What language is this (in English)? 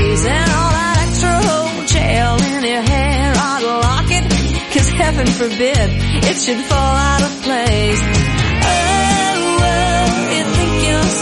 English